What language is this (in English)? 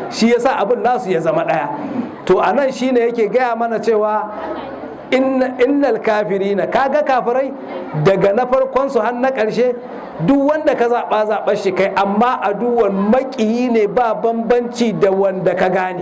Hausa